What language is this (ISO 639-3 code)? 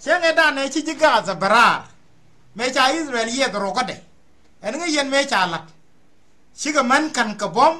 nus